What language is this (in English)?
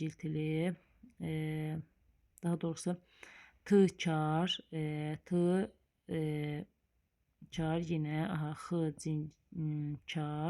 Azerbaijani